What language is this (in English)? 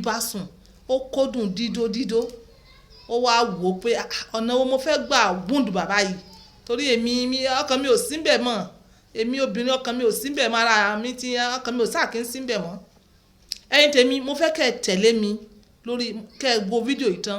Yoruba